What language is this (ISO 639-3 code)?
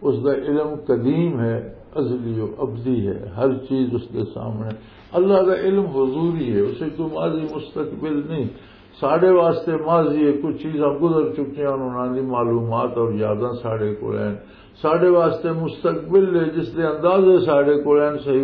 lah